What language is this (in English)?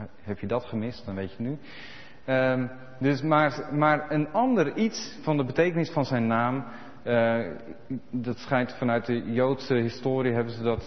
Dutch